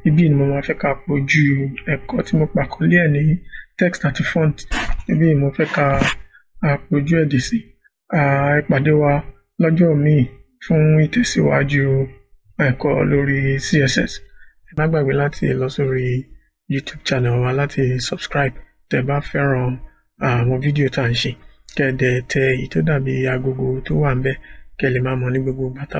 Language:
Yoruba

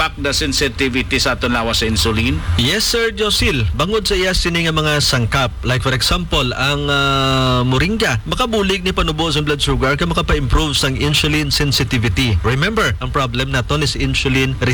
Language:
Hiligaynon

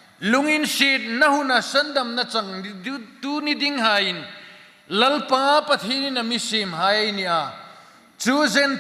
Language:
Hmar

